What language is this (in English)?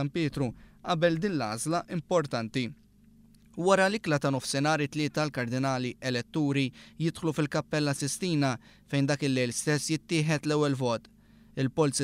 Maltese